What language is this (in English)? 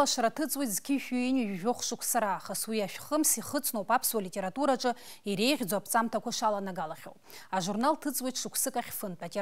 Abkhazian